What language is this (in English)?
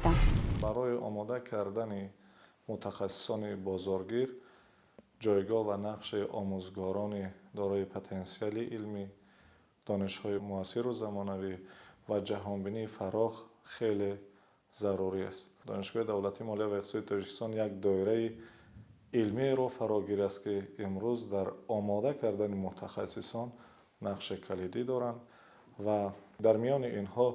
Tajik